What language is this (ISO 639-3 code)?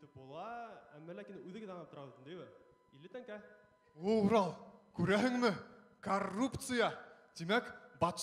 bak